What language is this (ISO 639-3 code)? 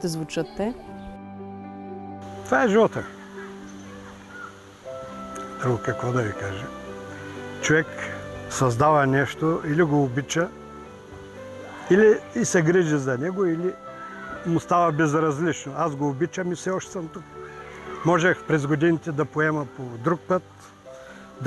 bul